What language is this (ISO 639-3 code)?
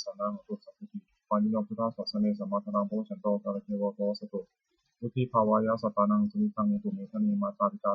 pli